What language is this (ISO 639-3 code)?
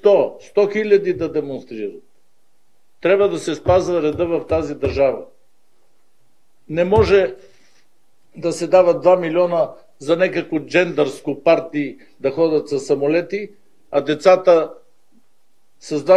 bul